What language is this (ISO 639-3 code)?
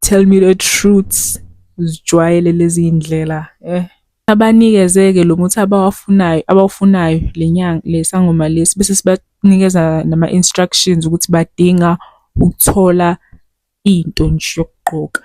zul